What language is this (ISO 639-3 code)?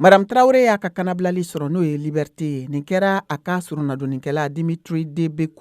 bam